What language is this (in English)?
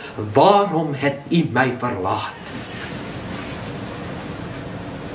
Afrikaans